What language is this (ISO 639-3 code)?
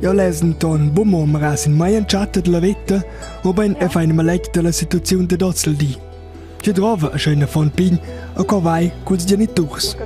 roh